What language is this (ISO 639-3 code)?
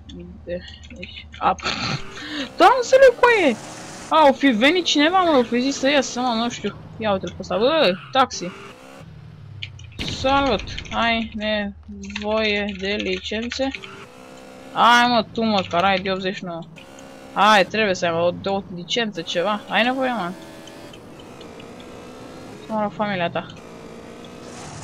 ron